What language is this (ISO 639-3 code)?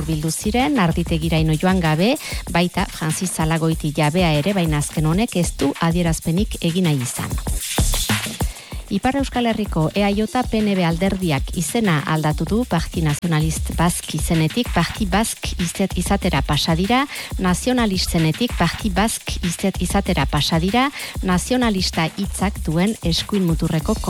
eus